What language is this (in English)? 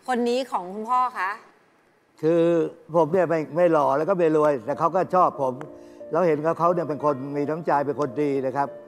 Thai